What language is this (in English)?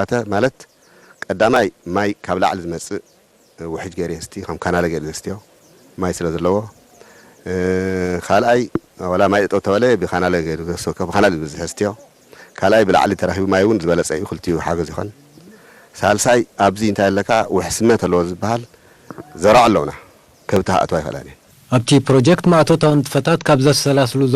Tigrinya